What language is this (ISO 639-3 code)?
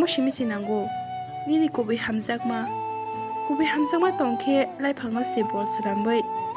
trp